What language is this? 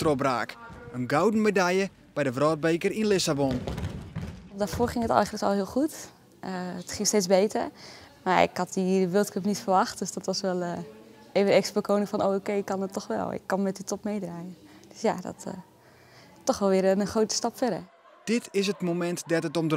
Western Frisian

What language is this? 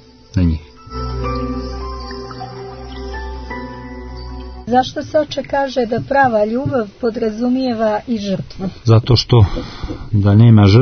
Croatian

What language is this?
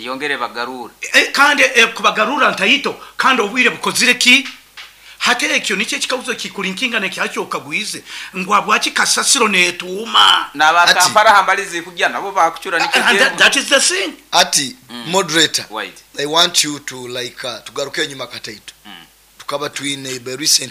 Nyoro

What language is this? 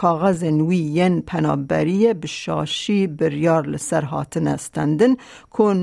Kurdish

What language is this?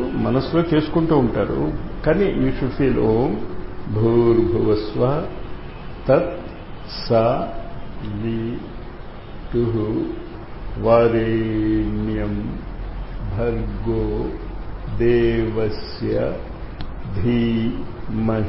Telugu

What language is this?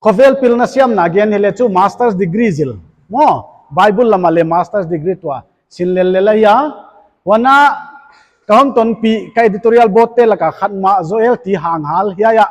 Paite Chin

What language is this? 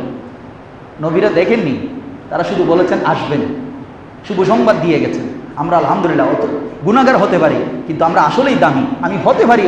Bangla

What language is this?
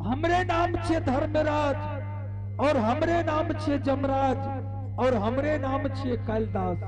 Angika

